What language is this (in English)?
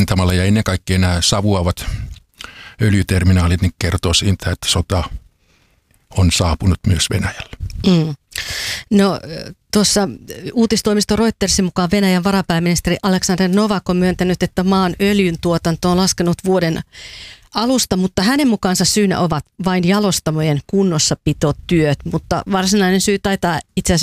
Finnish